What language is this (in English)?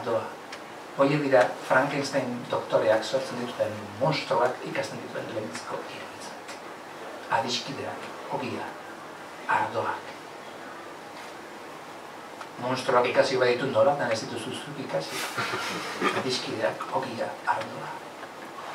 Basque